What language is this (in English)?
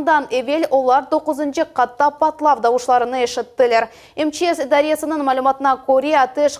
Crimean Tatar